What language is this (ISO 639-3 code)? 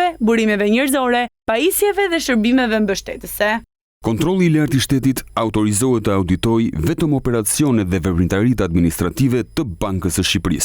sqi